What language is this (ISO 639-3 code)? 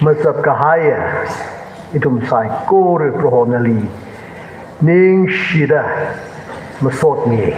nmf